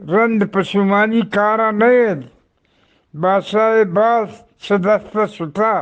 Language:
Eastern Balochi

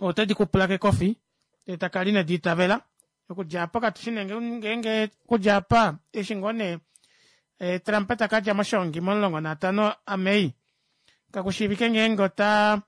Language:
Kuanyama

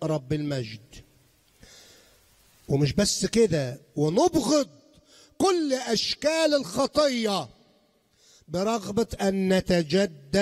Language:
Egyptian Arabic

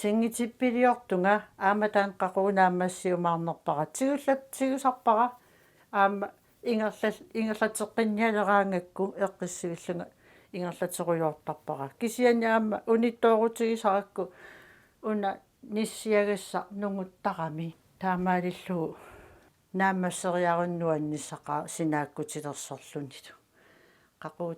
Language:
Kalaallisut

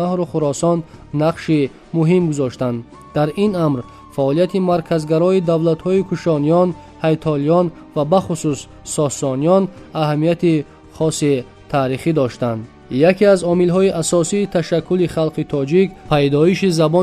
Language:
Tajik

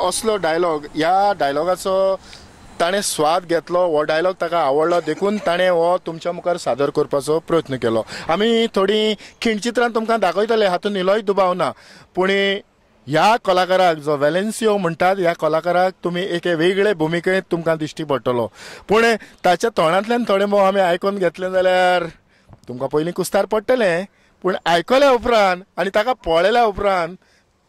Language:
Konkani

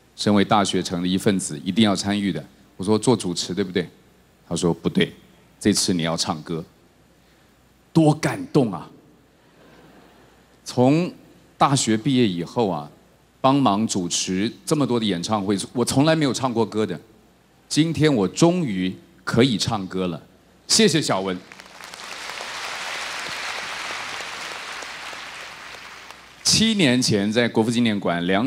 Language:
Chinese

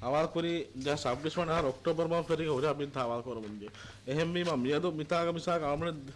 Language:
Divehi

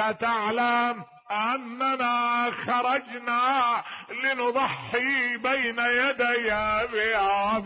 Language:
Mesopotamian Arabic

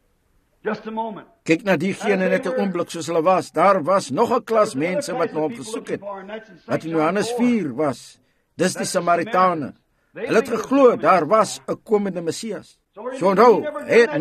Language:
Afrikaans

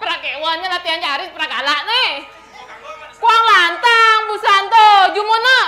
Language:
Balinese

